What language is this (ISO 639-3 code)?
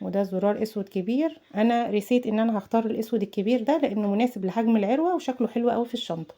arz